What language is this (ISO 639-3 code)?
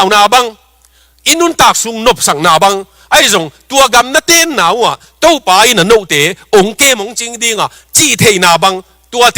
ctd